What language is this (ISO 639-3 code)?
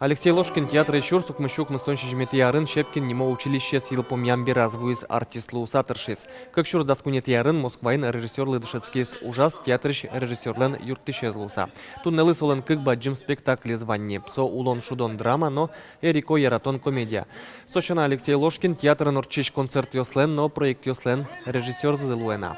udm